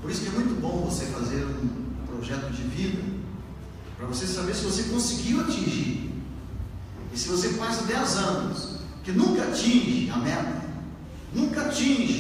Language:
Portuguese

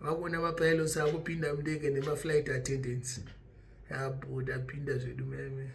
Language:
Shona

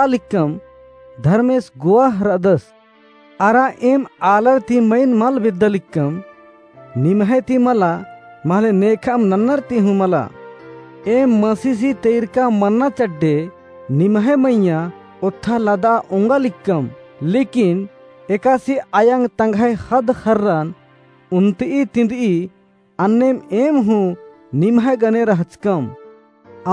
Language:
Kurukh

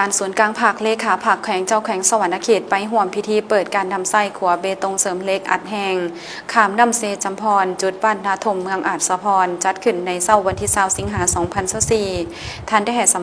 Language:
Lao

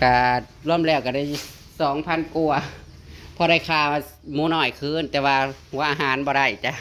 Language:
Northeastern Thai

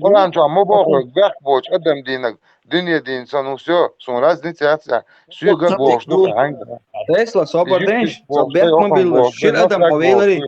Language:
Chechen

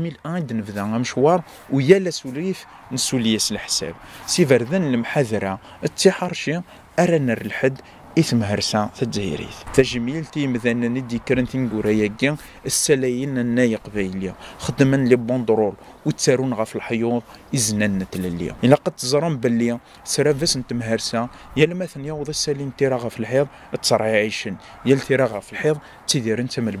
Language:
Kabyle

